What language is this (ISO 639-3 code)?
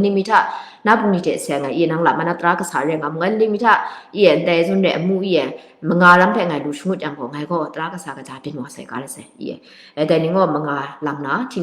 kac